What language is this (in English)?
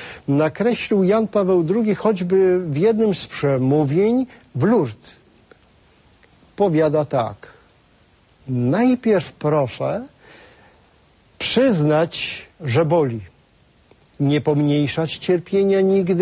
Polish